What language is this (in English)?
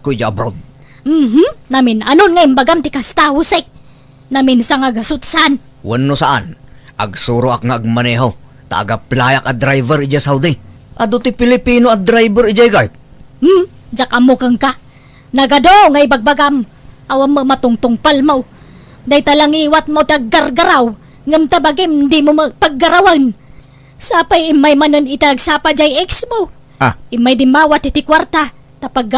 Iloko